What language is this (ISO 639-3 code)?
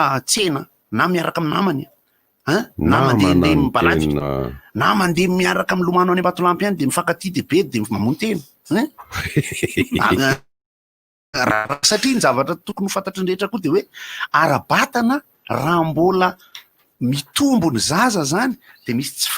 mlg